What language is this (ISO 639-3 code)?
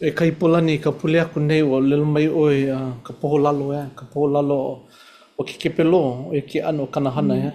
haw